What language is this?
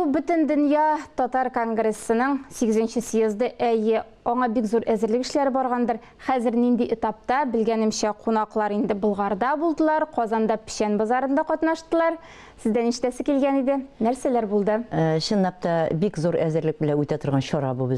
Tatar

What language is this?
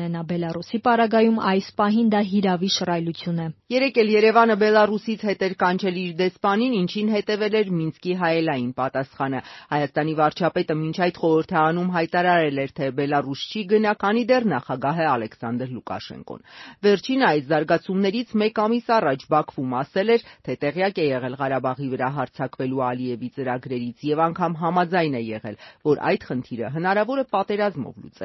Armenian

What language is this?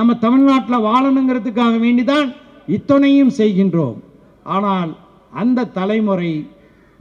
Tamil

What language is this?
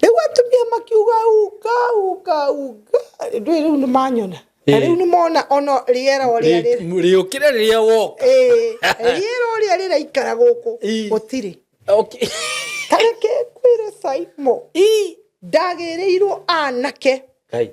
Kikuyu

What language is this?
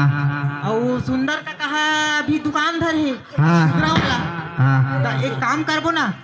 Chhattisgarhi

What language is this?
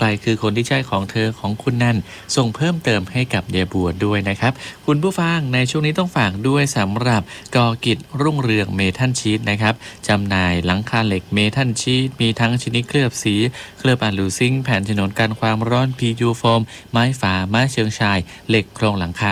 Thai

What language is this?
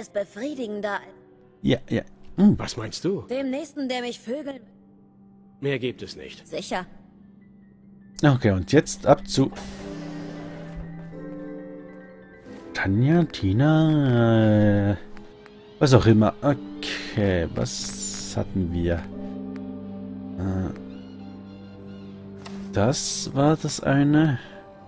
German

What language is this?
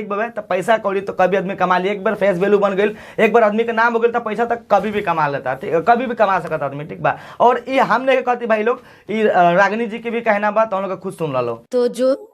Bhojpuri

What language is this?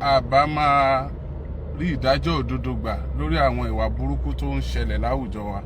Yoruba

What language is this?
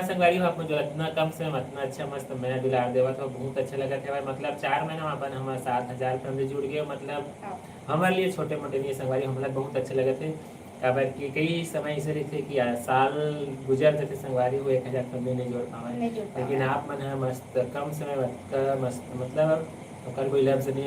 Chhattisgarhi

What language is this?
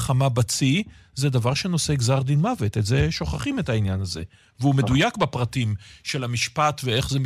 Hebrew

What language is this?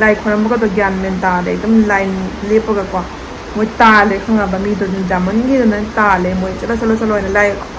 Manipuri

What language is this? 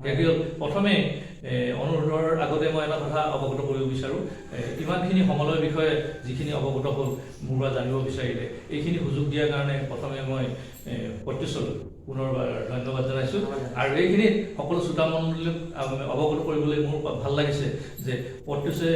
Assamese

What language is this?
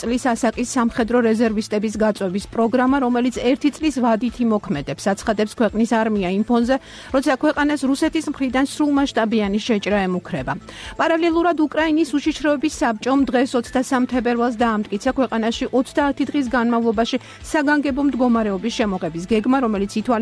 Georgian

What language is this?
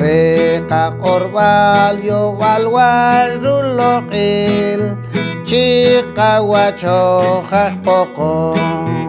Poqomchi'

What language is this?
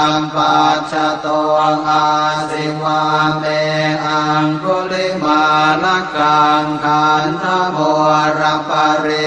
Pali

